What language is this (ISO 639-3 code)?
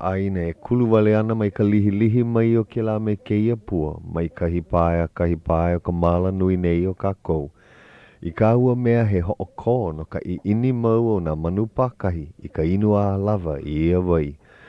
haw